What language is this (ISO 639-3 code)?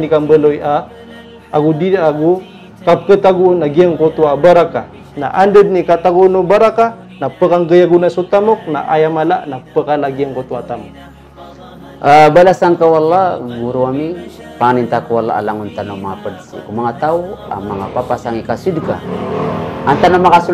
mrw